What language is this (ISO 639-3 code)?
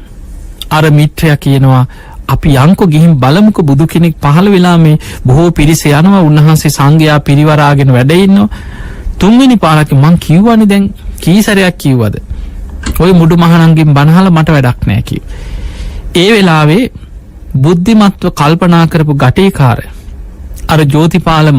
sin